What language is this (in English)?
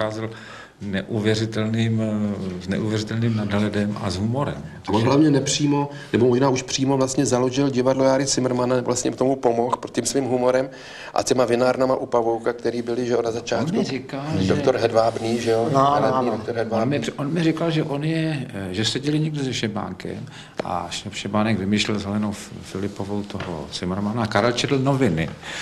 Czech